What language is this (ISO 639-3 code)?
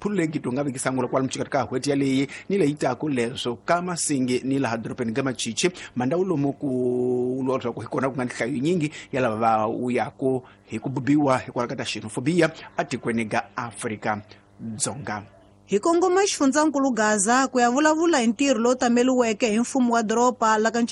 tso